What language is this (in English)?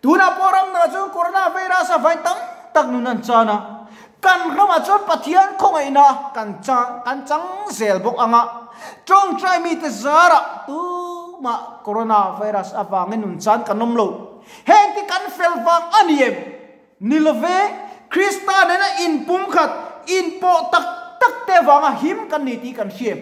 Mizo